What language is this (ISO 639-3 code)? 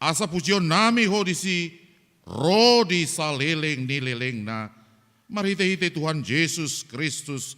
bbc